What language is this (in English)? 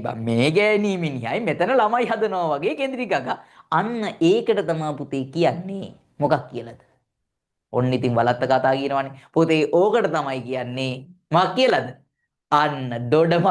Sinhala